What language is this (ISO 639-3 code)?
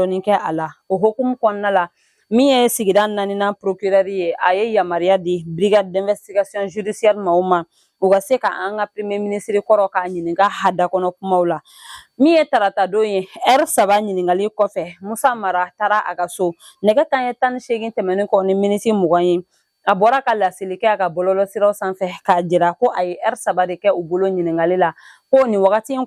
bam